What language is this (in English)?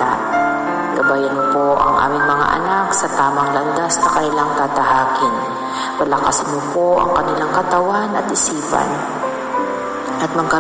Filipino